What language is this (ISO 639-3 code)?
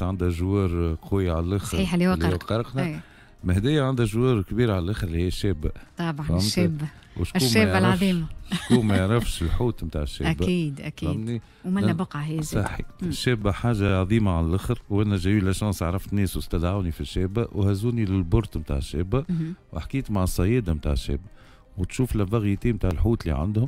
aeb